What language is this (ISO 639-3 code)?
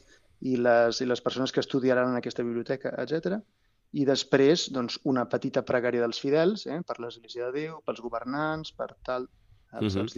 cat